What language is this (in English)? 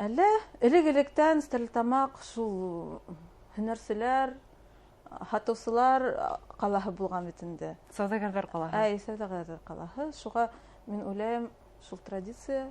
Bashkir